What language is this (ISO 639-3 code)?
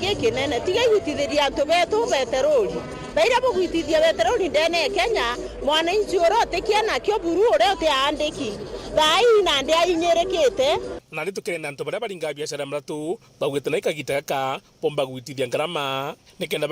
mer